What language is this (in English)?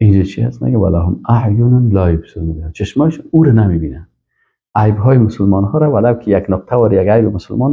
Persian